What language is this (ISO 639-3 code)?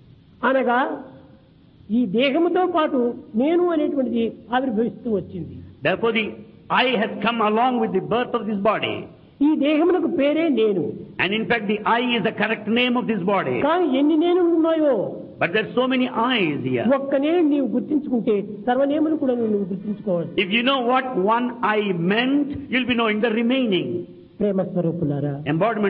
tel